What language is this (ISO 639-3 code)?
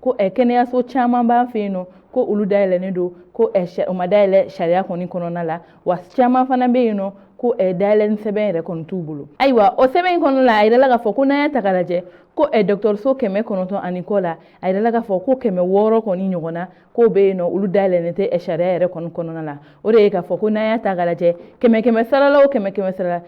bam